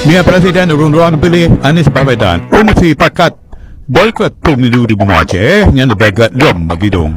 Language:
Achinese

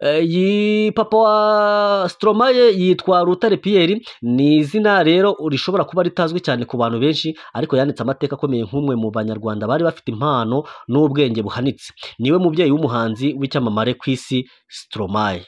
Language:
Kinyarwanda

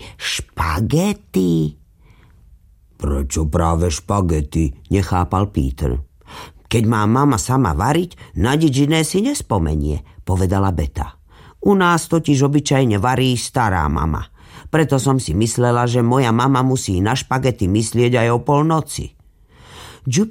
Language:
Slovak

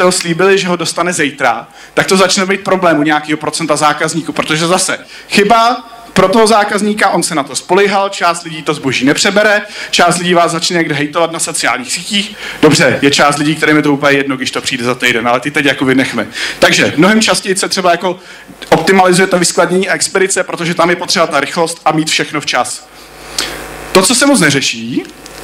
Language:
Czech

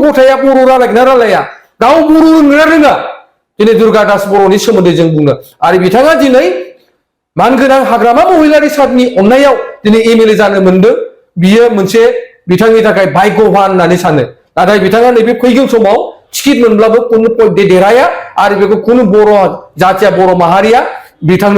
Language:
Bodo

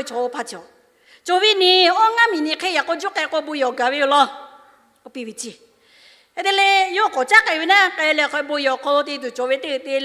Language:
Lahu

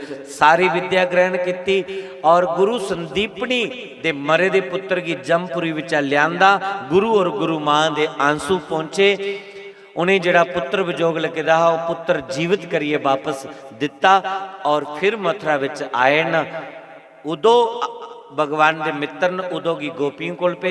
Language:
Dogri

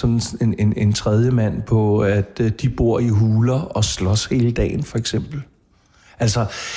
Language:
Danish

